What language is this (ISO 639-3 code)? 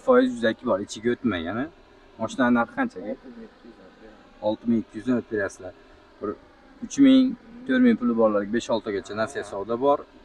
uzb